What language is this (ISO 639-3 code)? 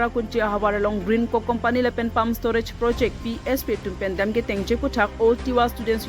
mjw